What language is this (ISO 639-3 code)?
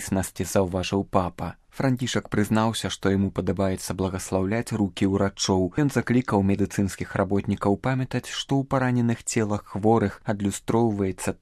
bel